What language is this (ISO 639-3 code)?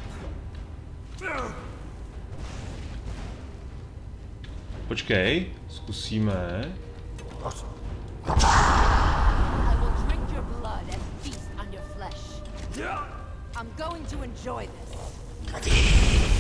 ces